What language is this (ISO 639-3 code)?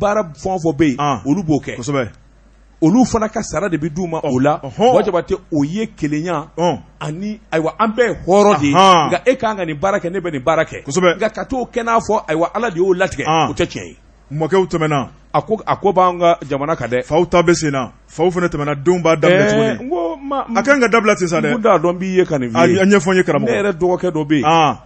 bam